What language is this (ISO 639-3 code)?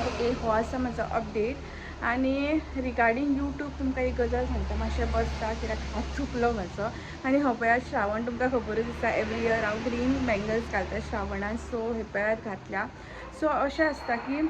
kok